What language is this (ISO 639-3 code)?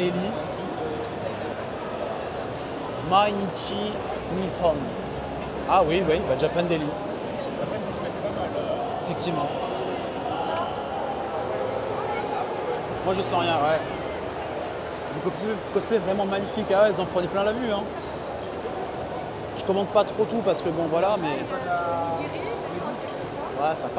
fra